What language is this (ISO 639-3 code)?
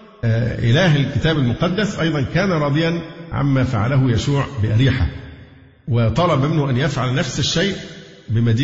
ara